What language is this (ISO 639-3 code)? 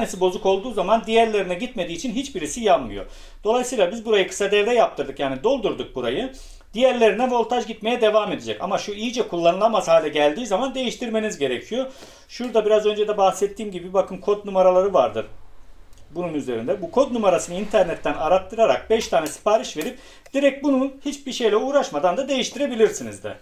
tur